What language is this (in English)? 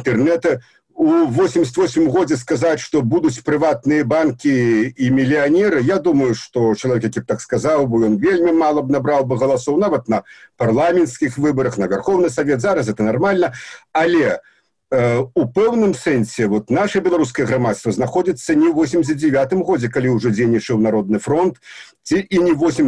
Belarusian